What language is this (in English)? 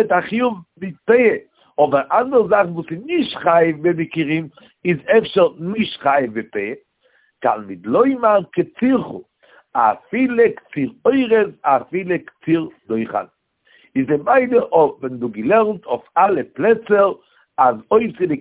Yiddish